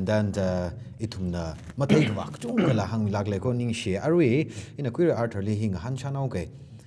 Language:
Tangkhul Naga (India)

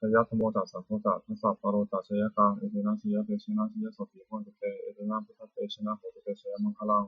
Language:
Pali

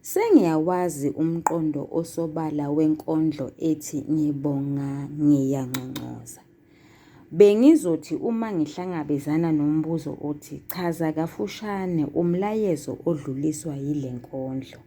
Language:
Zulu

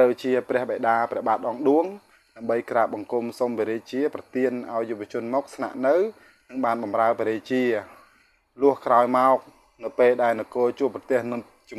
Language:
Khmer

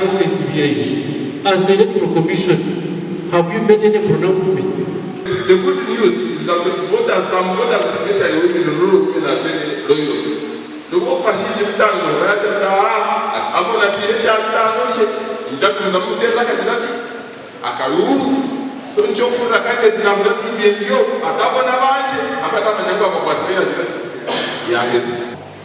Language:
Nyankole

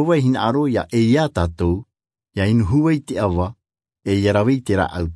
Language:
Tahitian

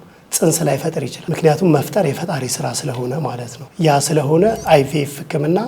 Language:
Amharic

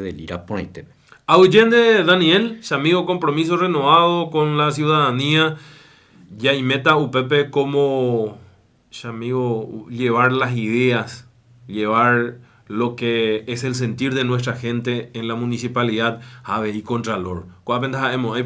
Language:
Guarani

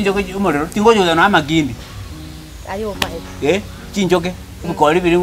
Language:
Gusii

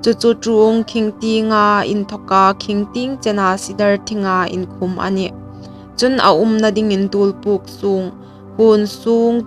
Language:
Hmar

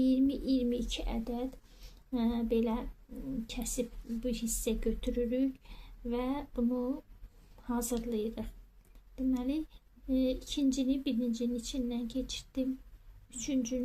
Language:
Azerbaijani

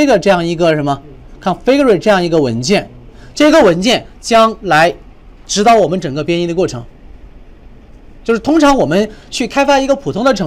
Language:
Chinese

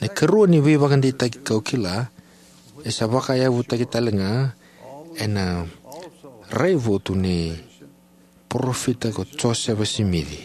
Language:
Fijian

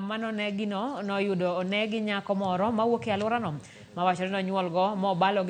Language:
Luo (Kenya and Tanzania)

